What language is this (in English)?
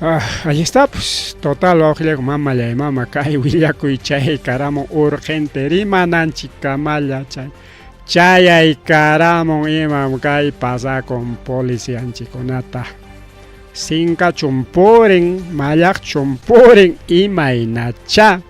Ayacucho Quechua